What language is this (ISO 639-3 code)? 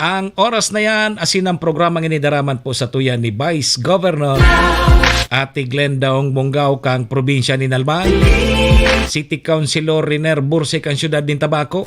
bik